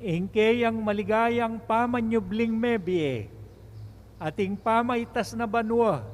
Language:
Pampanga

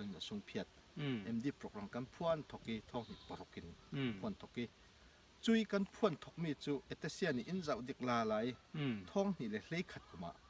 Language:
Falam Chin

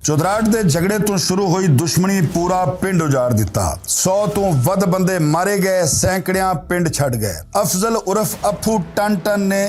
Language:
Western Panjabi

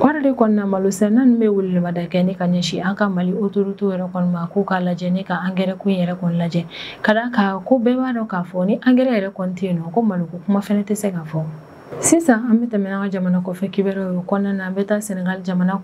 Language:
Bambara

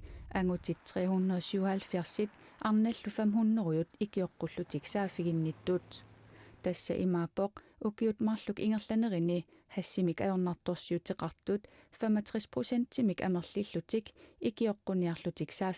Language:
Kalaallisut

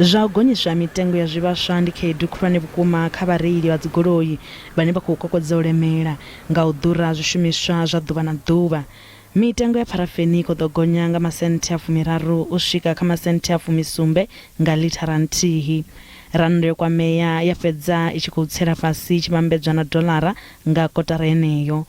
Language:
Venda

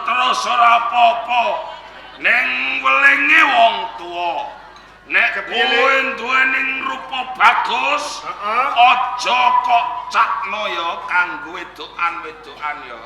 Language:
Javanese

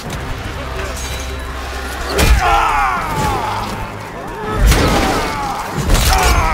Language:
English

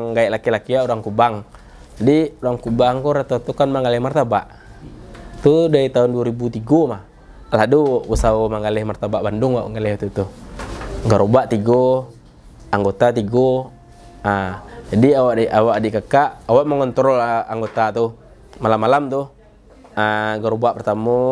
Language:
Minangkabau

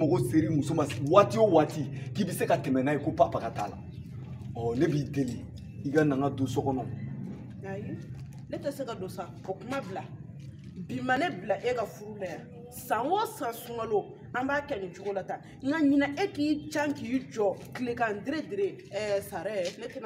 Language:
Bambara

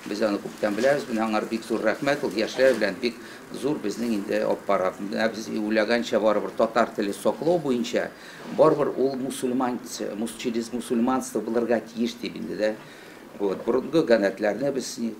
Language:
Tatar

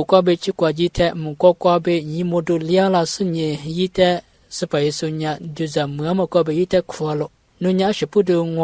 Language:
Lisu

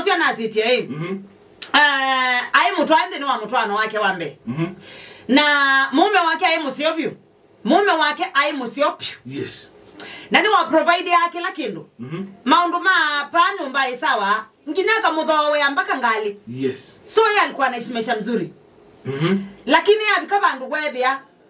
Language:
Kamba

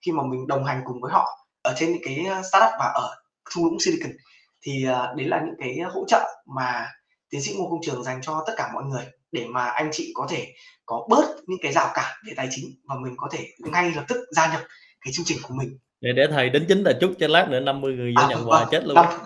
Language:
Vietnamese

